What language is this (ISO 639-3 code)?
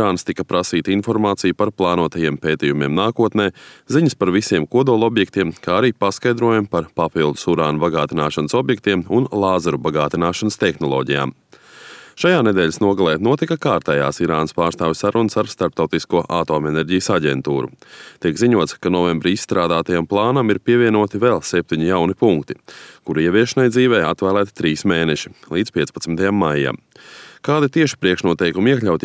lav